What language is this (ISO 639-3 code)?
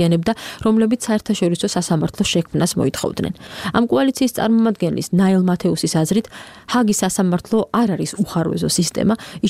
kat